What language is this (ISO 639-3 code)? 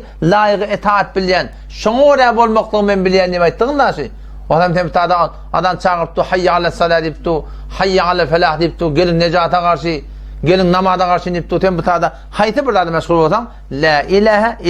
tuk